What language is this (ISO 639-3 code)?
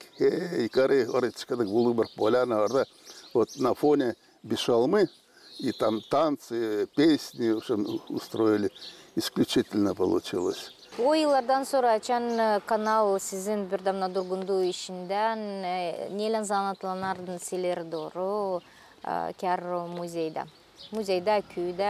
gag